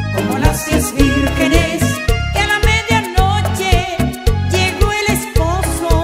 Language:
Spanish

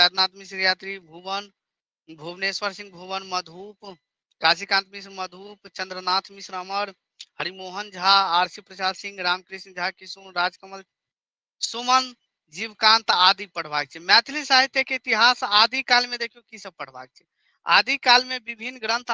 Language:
Maithili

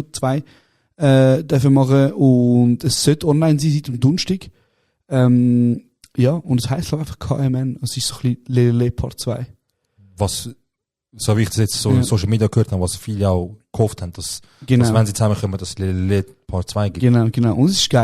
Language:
Swiss German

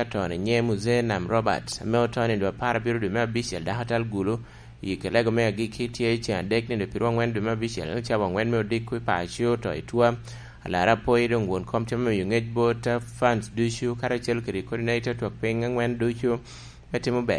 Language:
Lango (Uganda)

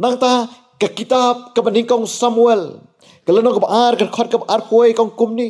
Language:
Khasi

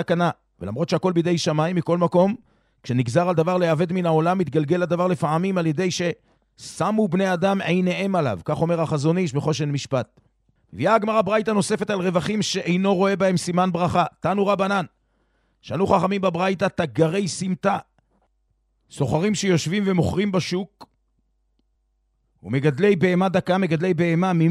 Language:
Hebrew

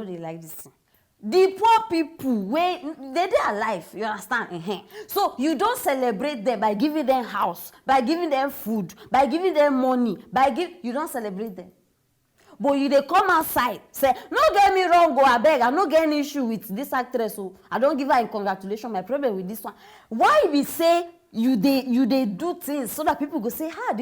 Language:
Nigerian Pidgin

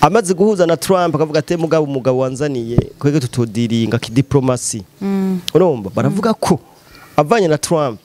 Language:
Rundi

